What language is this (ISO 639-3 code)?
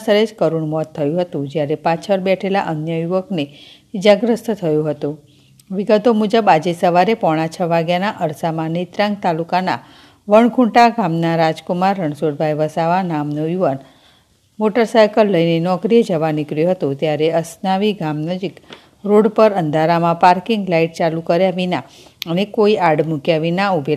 guj